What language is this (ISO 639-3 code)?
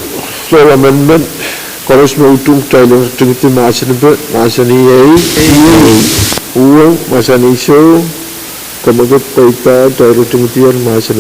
pon